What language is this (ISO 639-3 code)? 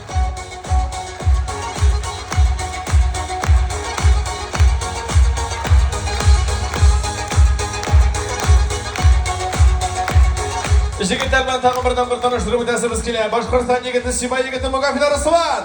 bak